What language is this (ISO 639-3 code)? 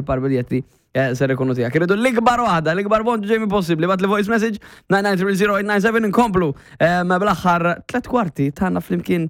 mlt